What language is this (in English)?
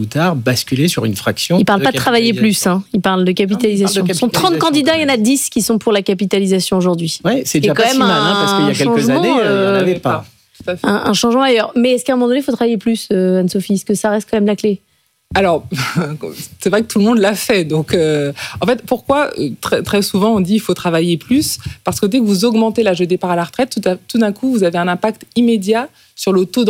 French